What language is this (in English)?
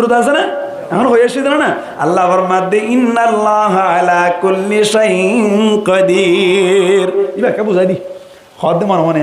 Rohingya